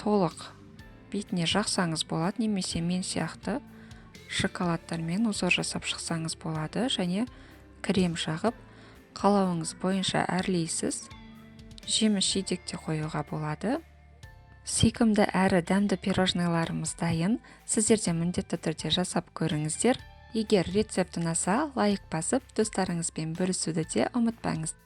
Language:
Kazakh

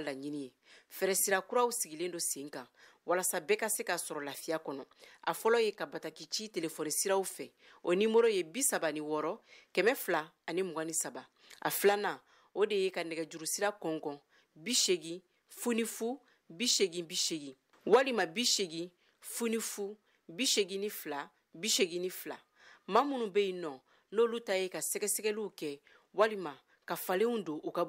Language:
Bambara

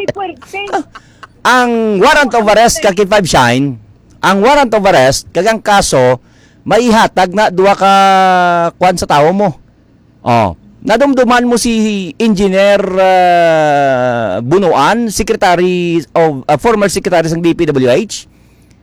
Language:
Hiligaynon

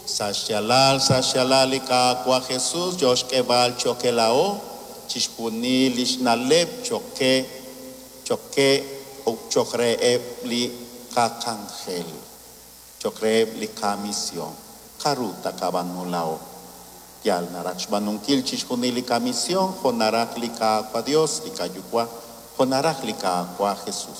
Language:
Kekchí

